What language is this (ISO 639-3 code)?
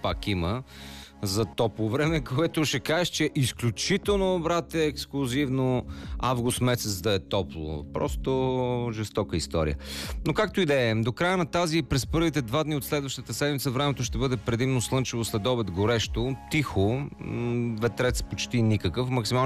bul